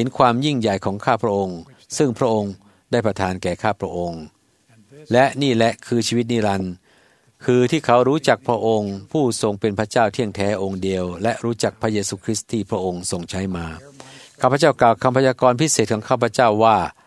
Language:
Thai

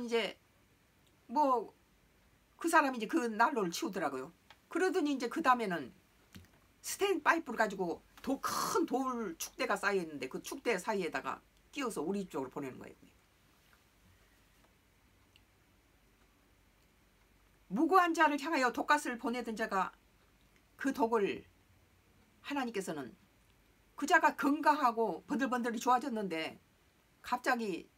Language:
Korean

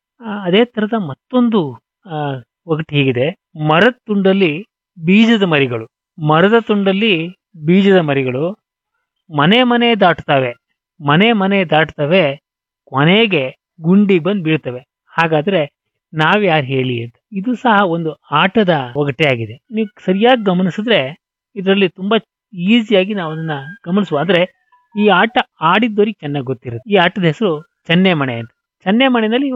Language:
Kannada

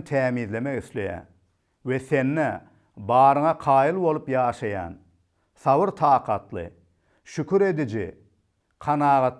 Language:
Turkmen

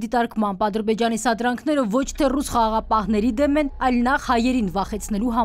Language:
Armenian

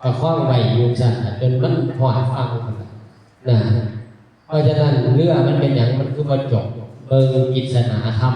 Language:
Northeastern Thai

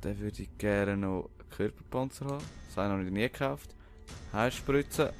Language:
Swiss German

